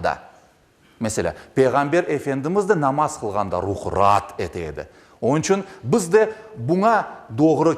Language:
Crimean Tatar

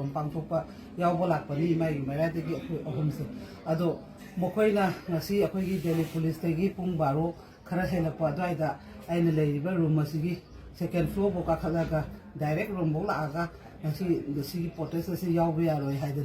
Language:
Manipuri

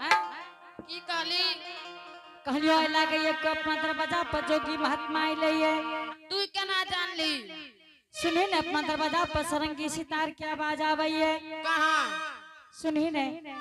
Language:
Angika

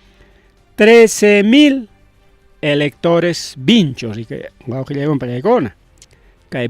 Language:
Ayacucho Quechua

